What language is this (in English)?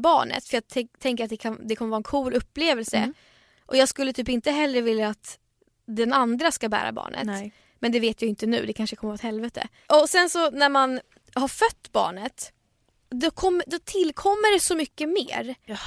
Swedish